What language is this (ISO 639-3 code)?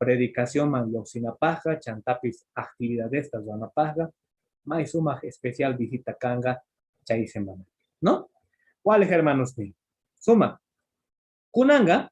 que